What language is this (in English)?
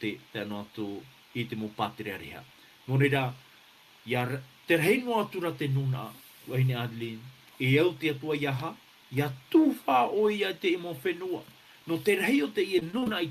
Tahitian